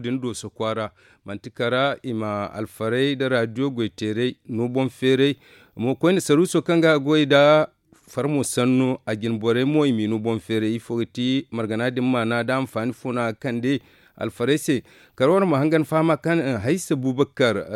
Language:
Zarma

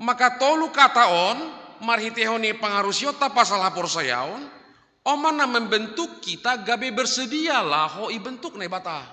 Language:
Batak Simalungun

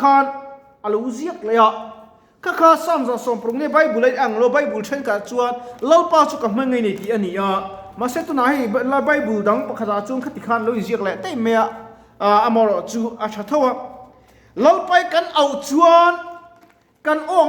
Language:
Mizo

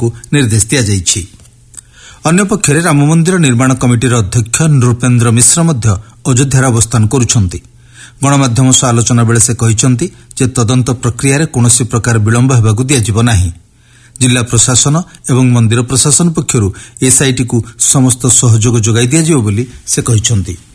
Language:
Odia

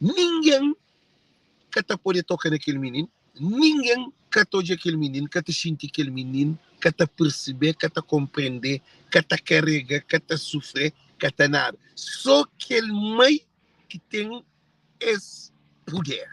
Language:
Kabuverdianu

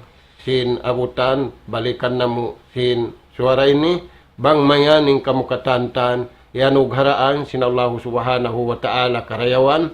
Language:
Tausug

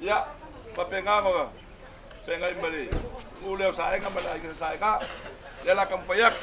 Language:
Samoan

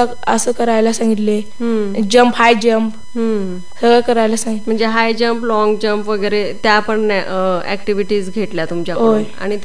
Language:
Marathi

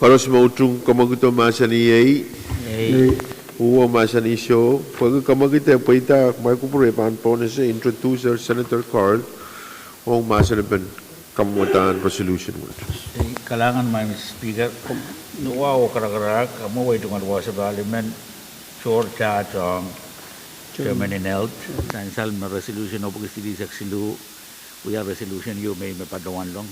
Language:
Pohnpeian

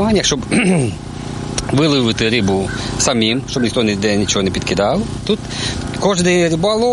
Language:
Ukrainian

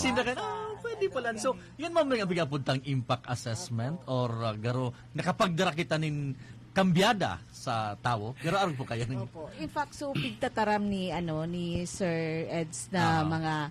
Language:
Bikol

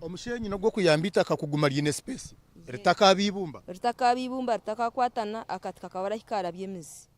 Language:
Nyankole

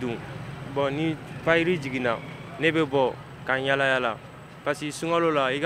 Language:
Bambara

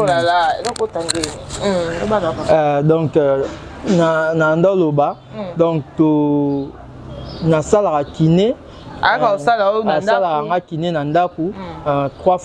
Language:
Lingala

